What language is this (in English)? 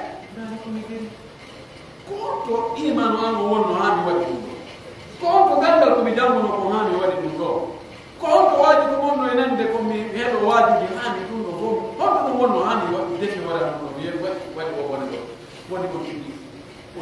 Pular